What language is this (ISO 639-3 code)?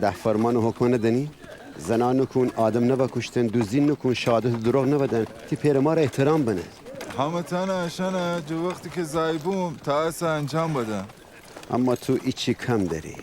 glk